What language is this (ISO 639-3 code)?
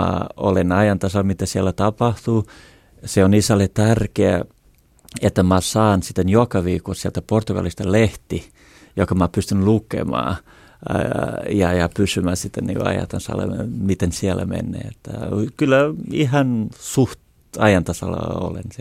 fin